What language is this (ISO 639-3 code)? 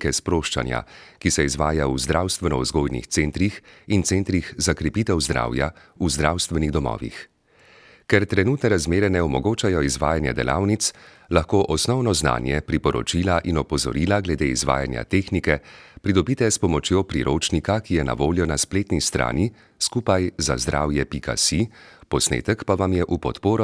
slv